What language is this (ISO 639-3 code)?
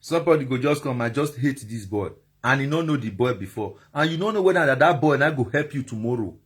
pcm